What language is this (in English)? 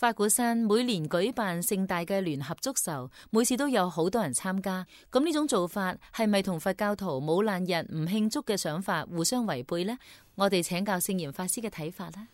Cantonese